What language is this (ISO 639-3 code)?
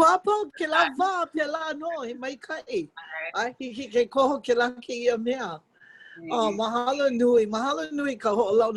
haw